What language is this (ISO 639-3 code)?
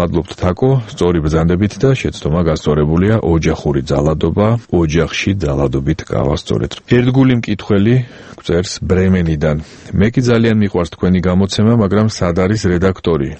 kat